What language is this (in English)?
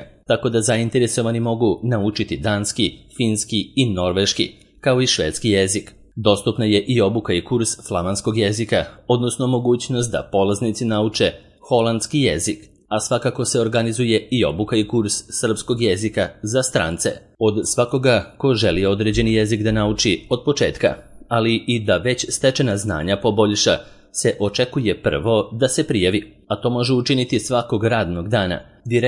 Serbian